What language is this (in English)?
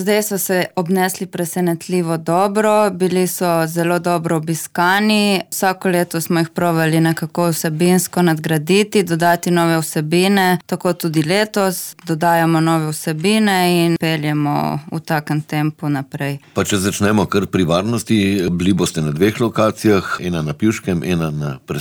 Slovenian